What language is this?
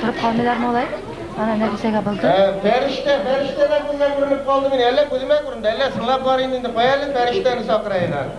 Bashkir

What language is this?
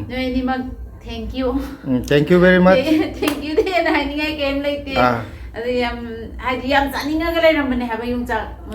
Manipuri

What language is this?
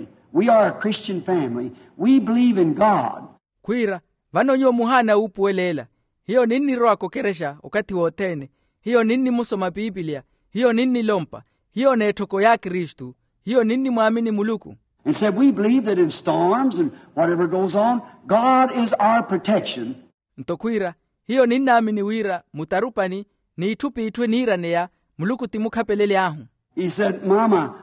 Makhuwa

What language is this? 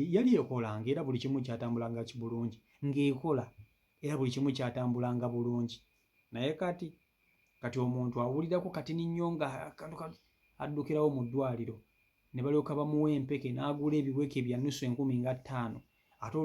Ganda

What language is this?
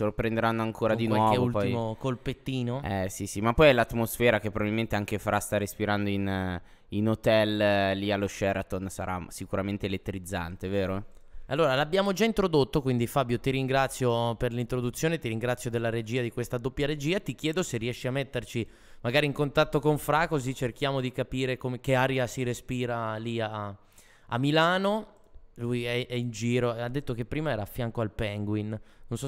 Italian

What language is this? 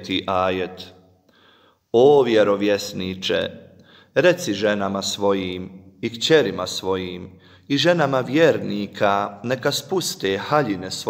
Bosnian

